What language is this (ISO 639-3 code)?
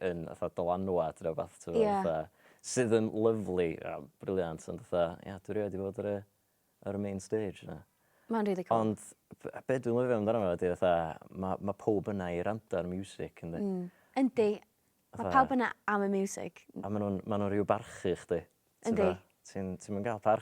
cym